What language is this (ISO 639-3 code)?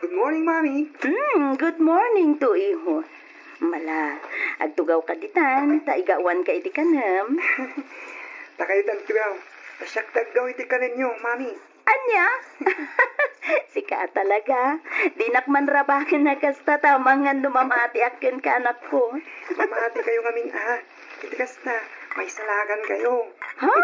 ilo